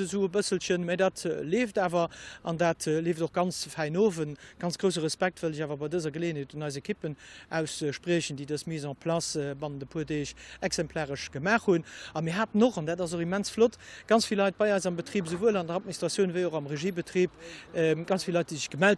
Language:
Luxembourgish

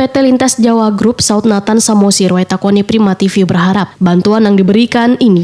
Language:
Banjar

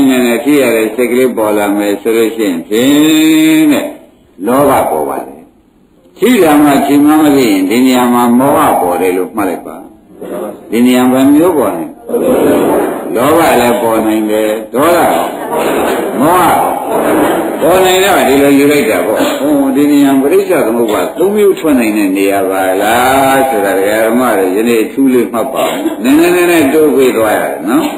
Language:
Burmese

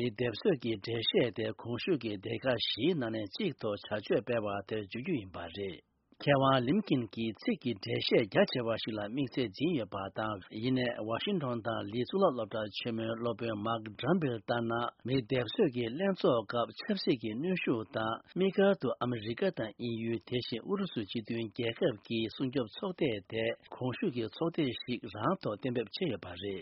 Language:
Tibetan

